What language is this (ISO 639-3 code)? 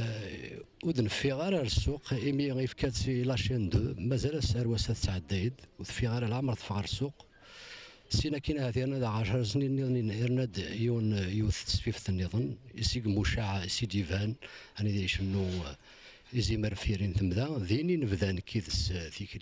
kab